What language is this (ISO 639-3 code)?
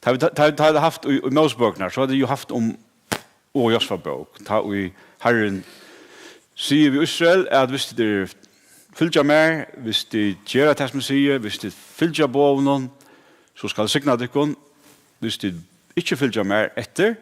fao